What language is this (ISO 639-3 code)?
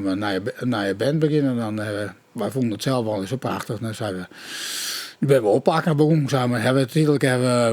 fry